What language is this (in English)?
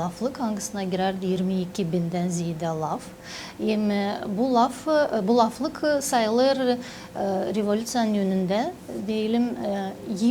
Gagauz